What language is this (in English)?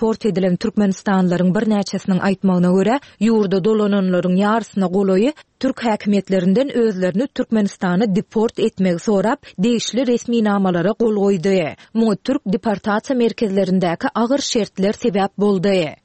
Turkmen